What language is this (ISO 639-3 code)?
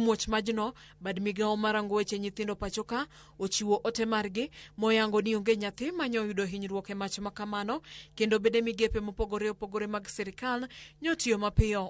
luo